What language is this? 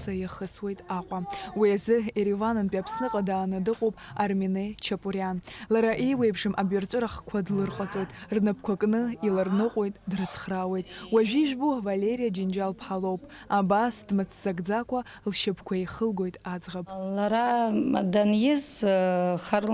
Abkhazian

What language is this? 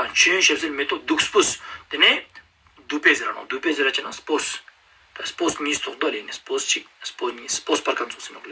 Ladakhi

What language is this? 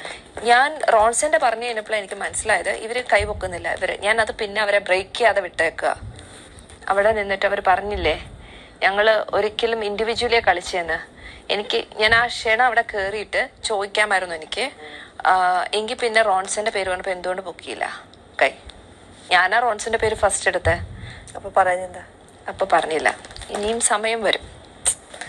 Malayalam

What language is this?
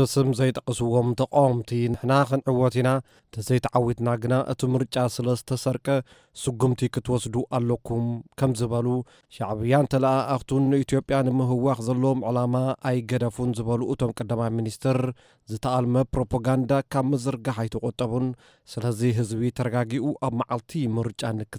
Tigrinya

